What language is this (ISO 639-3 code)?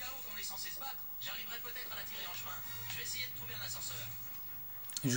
fra